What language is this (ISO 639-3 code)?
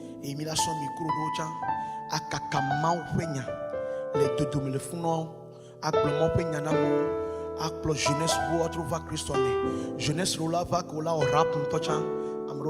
ewe